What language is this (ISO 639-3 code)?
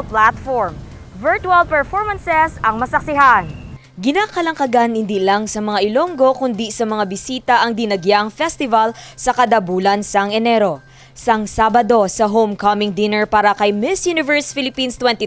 hil